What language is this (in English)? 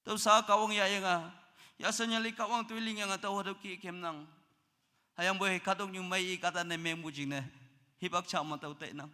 Naga Pidgin